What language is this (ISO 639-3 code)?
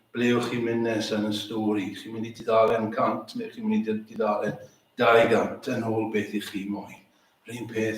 cym